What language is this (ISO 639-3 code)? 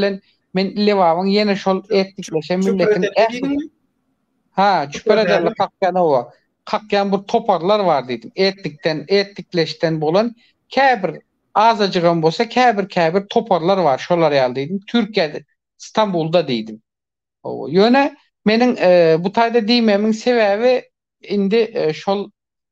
tuk